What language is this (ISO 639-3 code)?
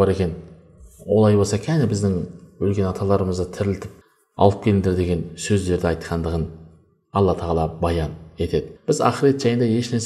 kaz